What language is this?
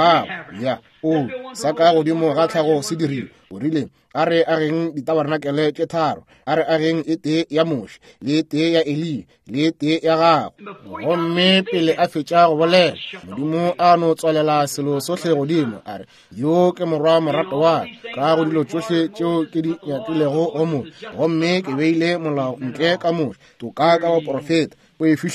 Northern Sotho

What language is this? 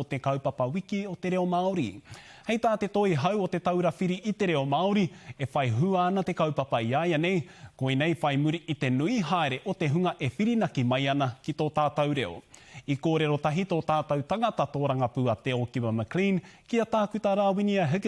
Māori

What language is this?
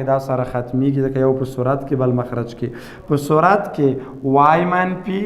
Pashto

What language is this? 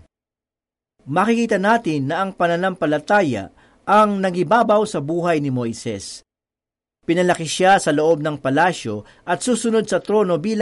Filipino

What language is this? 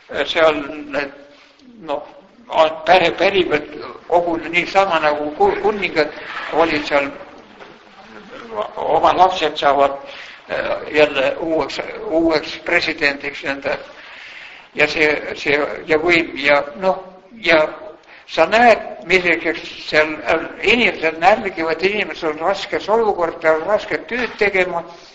Estonian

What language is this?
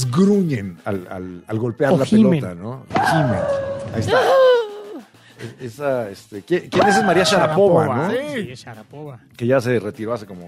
Spanish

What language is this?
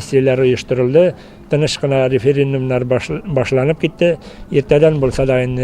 Tatar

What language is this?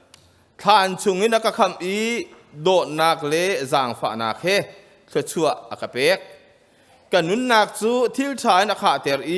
Hakha Chin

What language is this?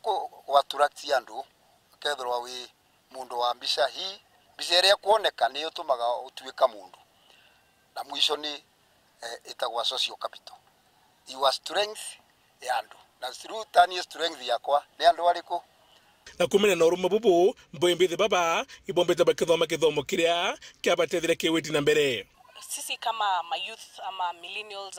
Meru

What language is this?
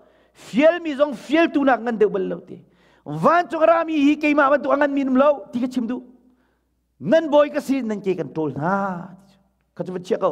Hakha Chin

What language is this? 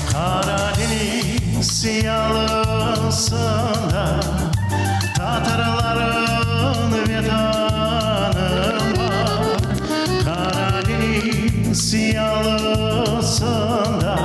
Crimean Tatar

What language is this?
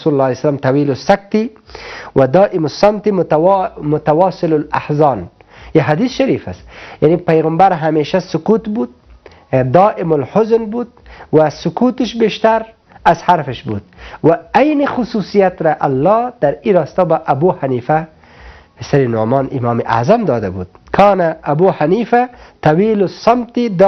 Persian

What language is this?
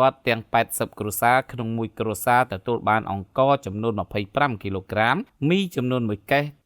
Khmer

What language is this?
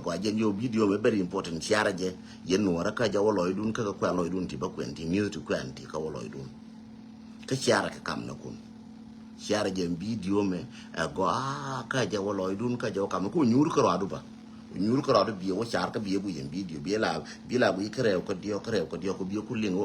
Nuer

